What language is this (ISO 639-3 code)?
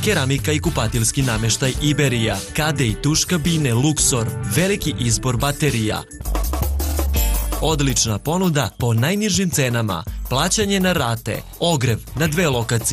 srp